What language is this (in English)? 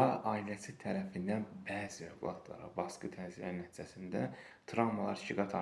Azerbaijani